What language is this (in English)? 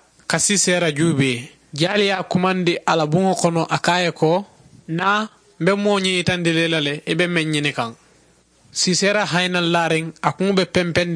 Mandingo